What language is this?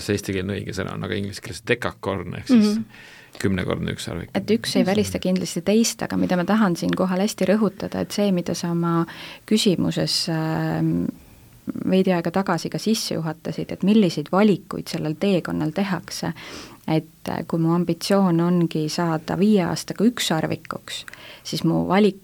Estonian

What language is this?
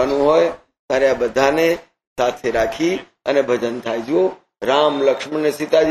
Gujarati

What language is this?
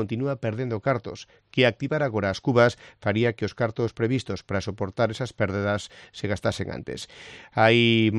Galician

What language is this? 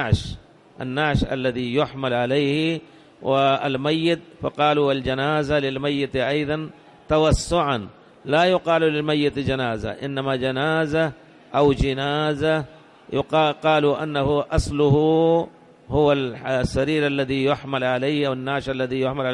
Arabic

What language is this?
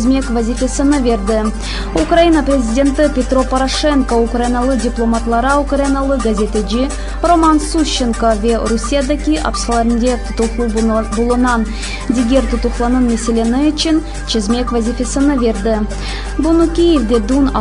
Crimean Tatar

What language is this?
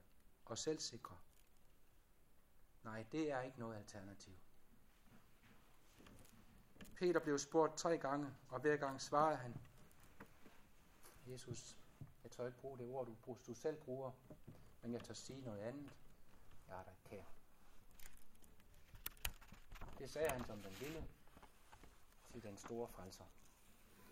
Danish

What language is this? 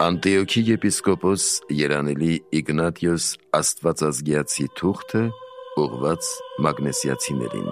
Armenian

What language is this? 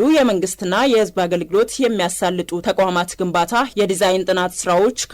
Amharic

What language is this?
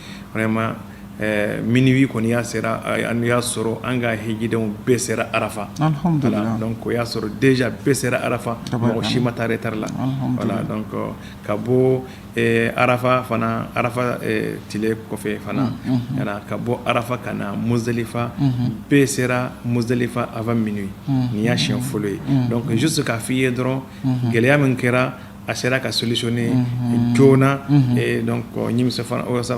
Bambara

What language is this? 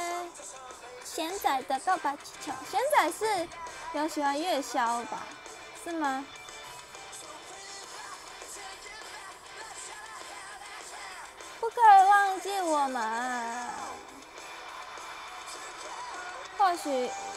Chinese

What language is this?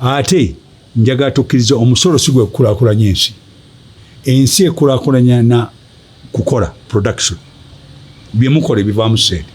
Ganda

